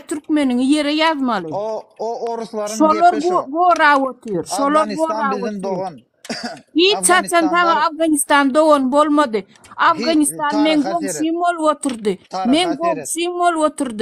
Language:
Turkmen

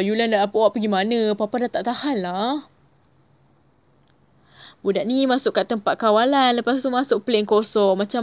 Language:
Malay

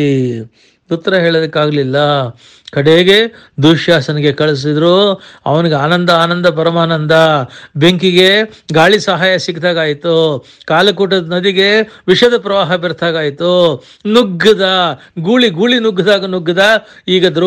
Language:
Kannada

